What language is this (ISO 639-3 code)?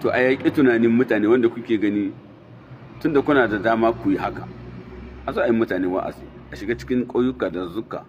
hau